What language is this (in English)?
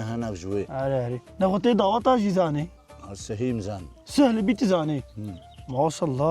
Kurdish